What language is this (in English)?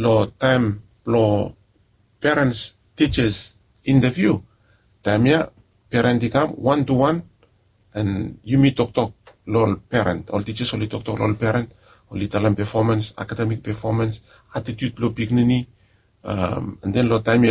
Bislama